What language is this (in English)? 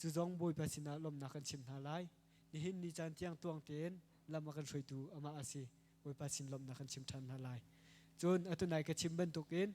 Hakha Chin